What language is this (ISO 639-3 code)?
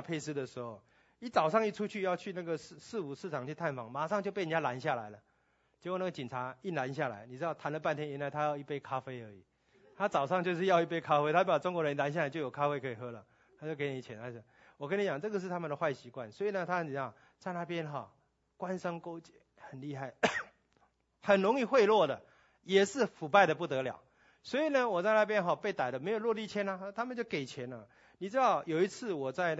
zho